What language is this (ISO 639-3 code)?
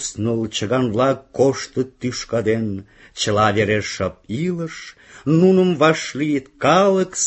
chm